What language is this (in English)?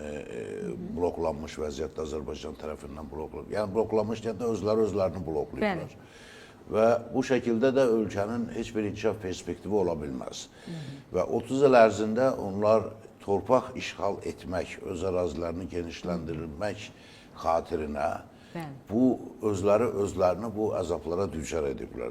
Azerbaijani